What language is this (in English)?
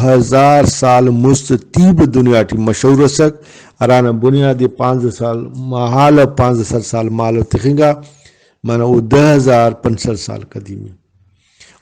Brahui